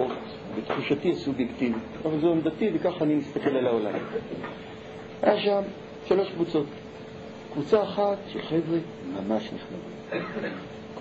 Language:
Hebrew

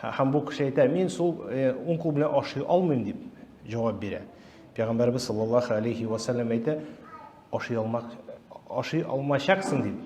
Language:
Tatar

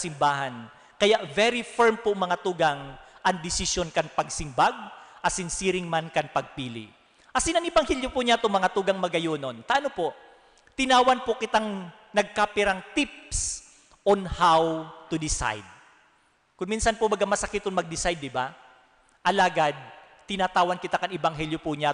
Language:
Bikol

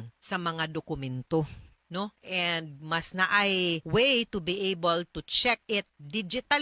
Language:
Cebuano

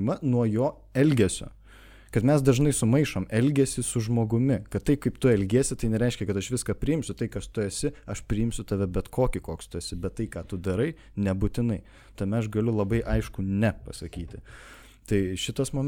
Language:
Lithuanian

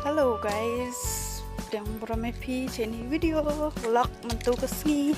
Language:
Khasi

